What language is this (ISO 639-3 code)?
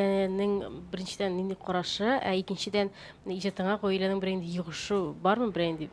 tat